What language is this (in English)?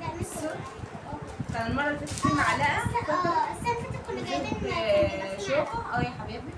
Egyptian Arabic